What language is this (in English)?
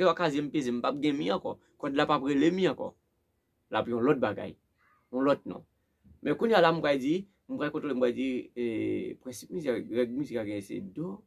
Haitian Creole